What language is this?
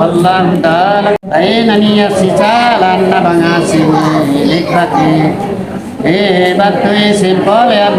Makasar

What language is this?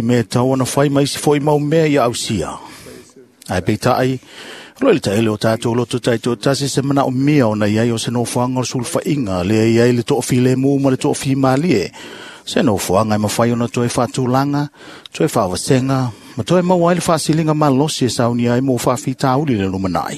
Samoan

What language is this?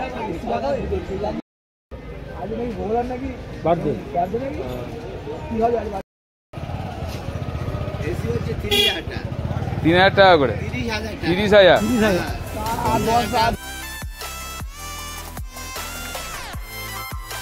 Bangla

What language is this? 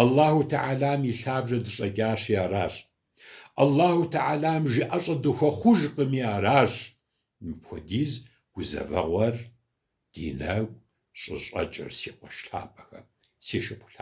Kabardian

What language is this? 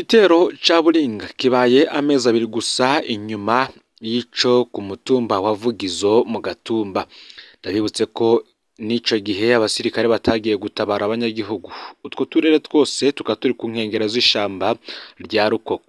Rundi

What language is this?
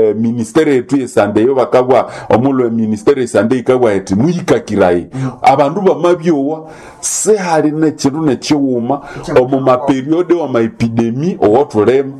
Nande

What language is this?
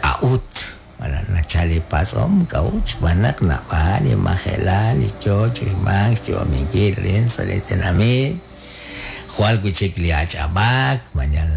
Kekchí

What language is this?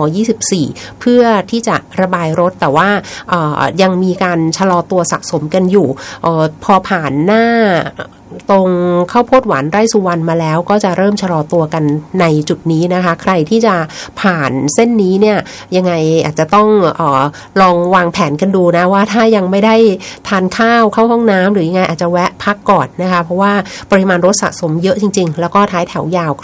Thai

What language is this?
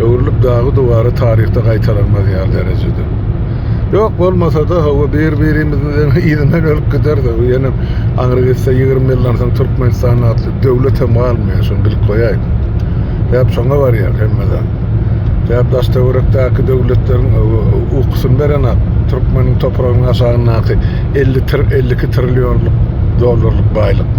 Turkmen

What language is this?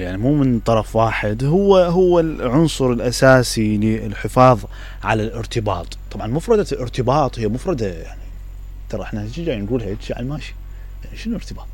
Mesopotamian Arabic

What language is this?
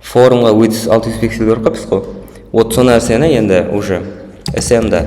Kara-Kalpak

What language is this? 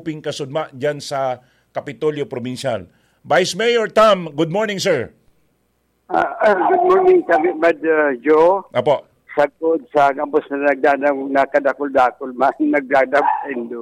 Bikol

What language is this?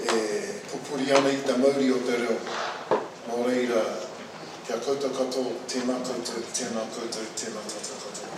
Māori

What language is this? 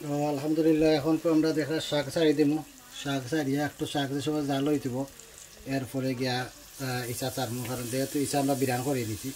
Sylheti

